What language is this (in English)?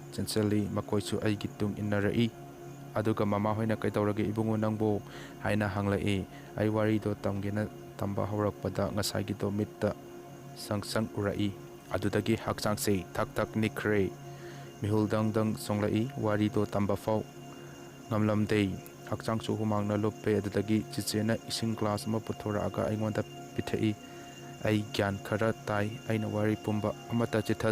Manipuri